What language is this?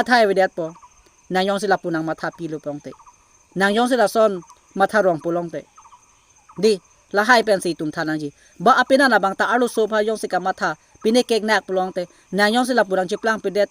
Karbi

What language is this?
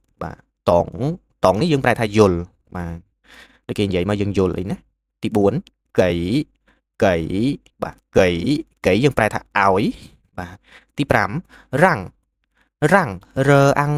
Khmer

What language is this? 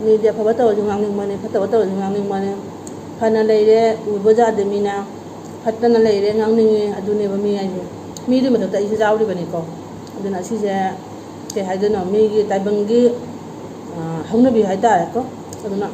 Manipuri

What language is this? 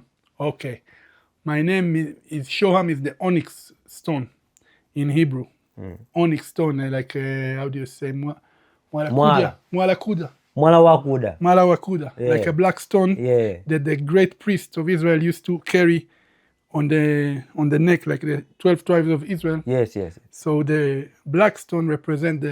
English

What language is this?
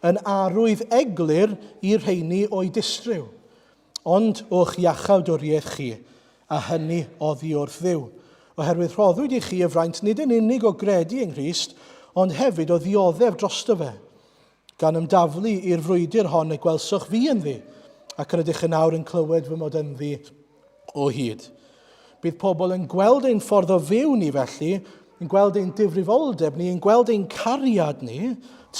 Welsh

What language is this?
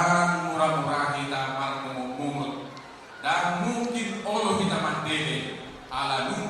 Batak Toba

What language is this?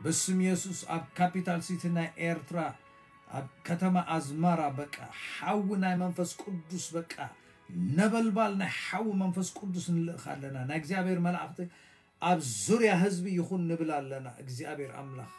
Tigrinya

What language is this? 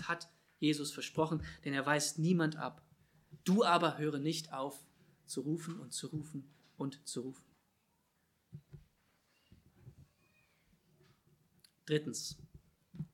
German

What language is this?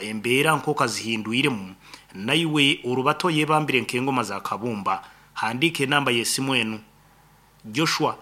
Nyankole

